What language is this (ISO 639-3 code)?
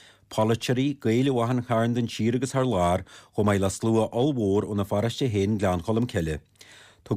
gle